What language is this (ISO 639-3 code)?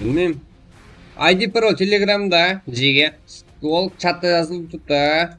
kaa